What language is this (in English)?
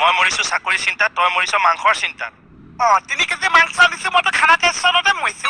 Assamese